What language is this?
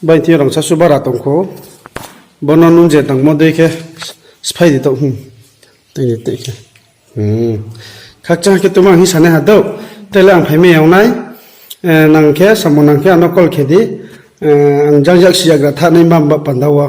Riang (India)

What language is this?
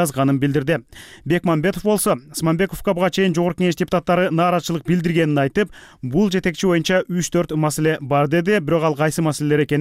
Kyrgyz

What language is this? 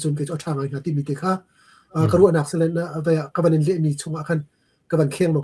Hakha Chin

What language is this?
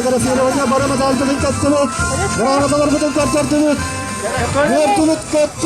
Yakut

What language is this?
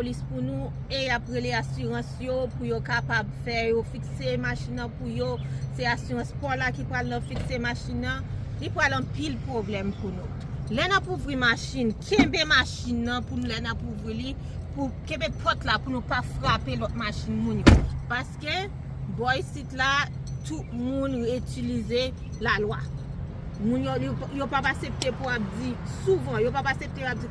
Haitian Creole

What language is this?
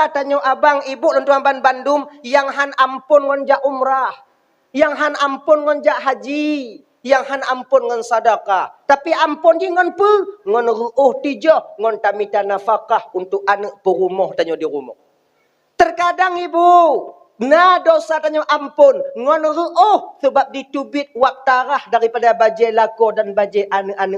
Achinese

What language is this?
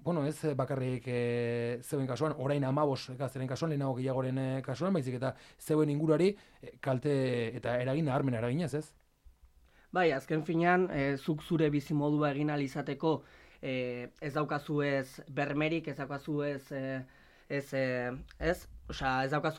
Basque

